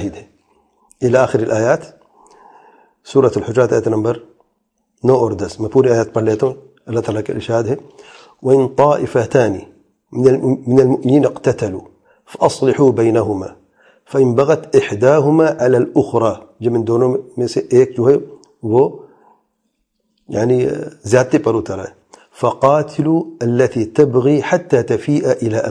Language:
Urdu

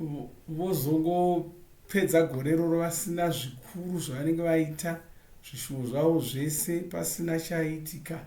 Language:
Shona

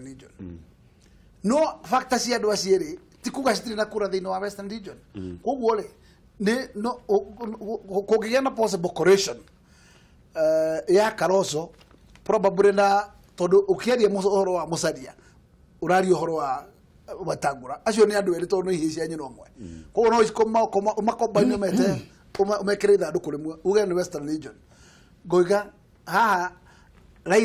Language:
Kikuyu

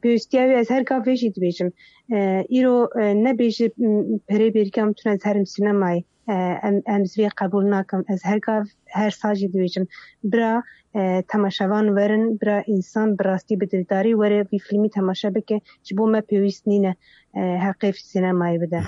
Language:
Kurdish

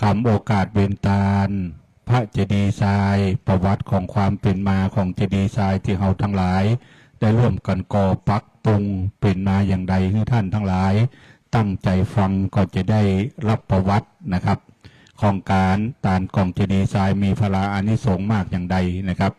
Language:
Pali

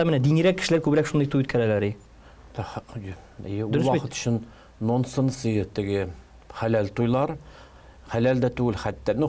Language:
Tatar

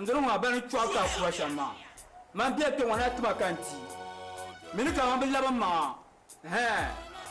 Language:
Dagbani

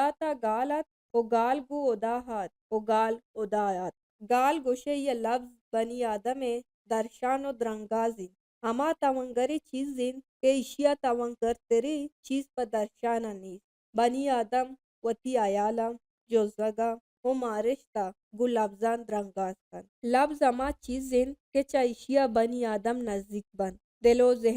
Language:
Baluchi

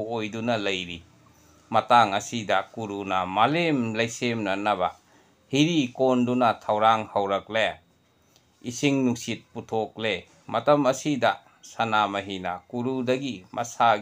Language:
Manipuri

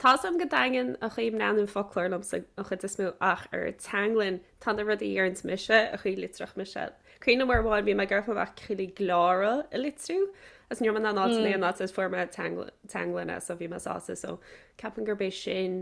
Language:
Irish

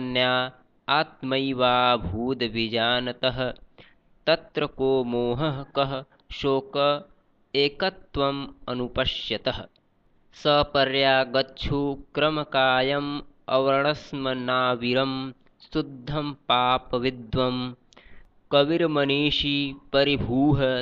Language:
Sanskrit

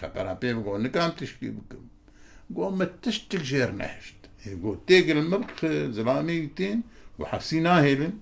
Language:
Kurdish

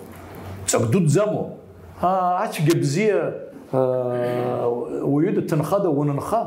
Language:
Abkhazian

